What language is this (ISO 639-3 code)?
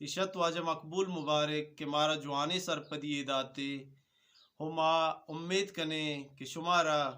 bgp